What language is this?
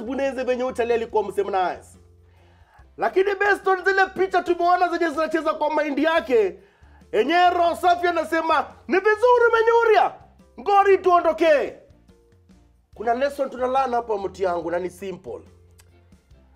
Swahili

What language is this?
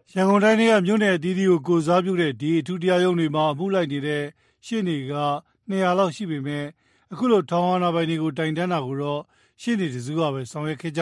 Burmese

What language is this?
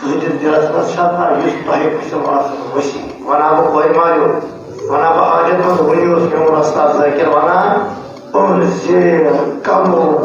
Kashmiri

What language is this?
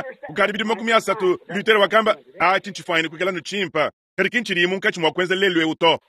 Luba-Lulua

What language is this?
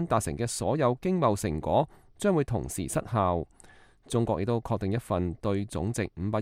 Cantonese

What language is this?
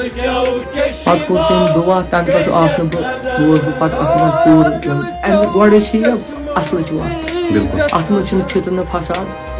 Kashmiri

